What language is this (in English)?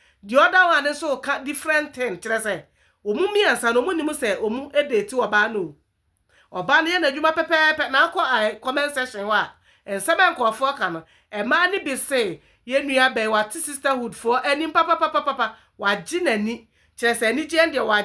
Akan